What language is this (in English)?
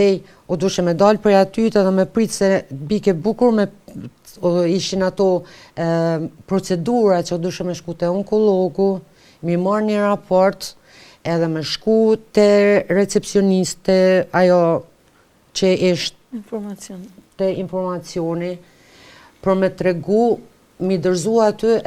Albanian